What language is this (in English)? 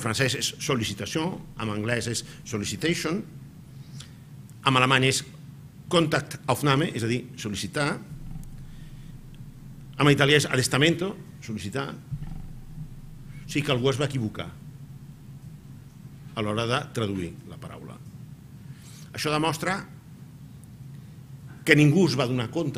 Catalan